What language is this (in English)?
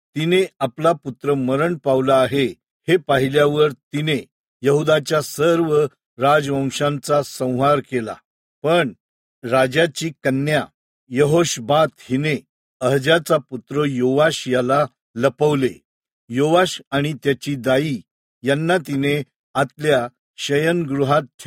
Marathi